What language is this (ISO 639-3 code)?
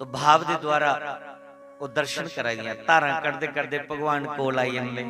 doi